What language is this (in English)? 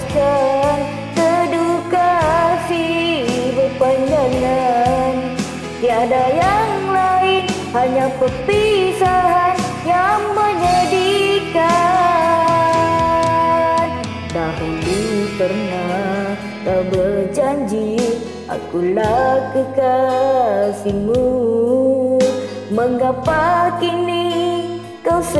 Malay